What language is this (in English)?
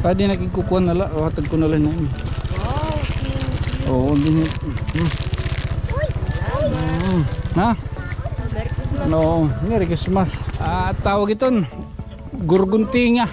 Waray